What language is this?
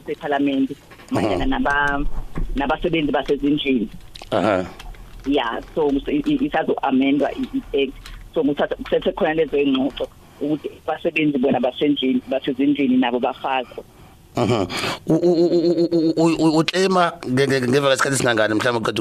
South Ndebele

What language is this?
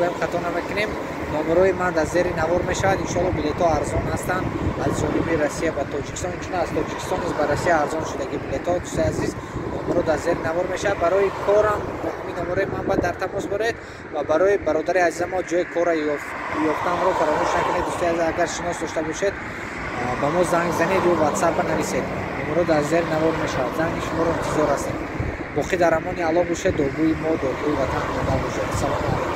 Tajik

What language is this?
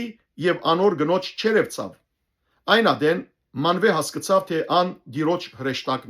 Western Armenian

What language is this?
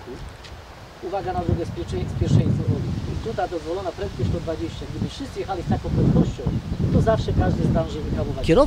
Polish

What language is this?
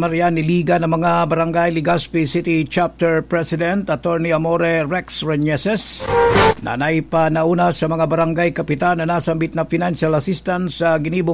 Bikol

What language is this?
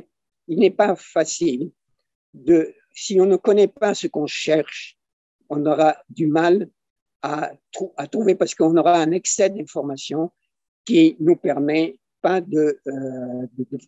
French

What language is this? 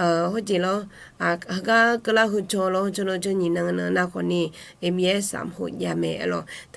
Akha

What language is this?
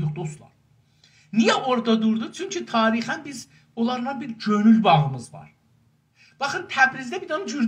South Azerbaijani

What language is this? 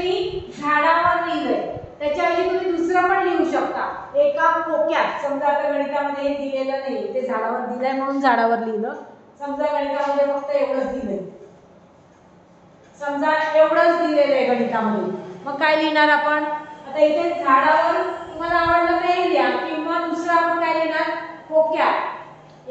Marathi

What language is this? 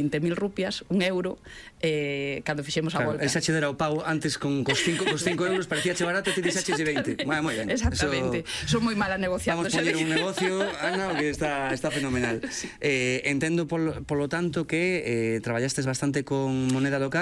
Galician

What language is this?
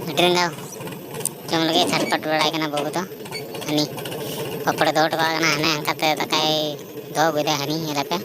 Santali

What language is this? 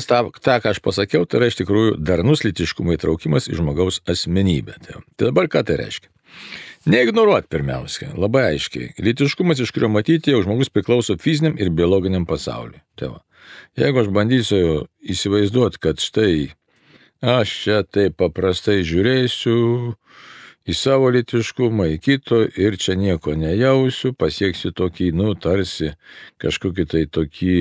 Lithuanian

